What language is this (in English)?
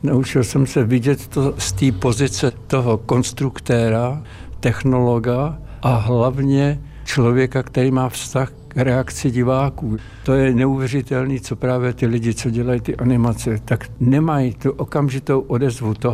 Czech